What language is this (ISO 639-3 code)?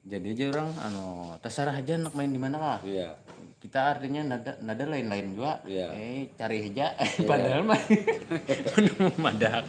bjn